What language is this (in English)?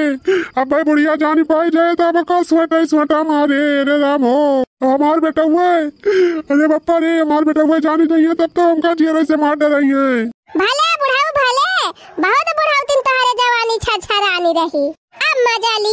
Awadhi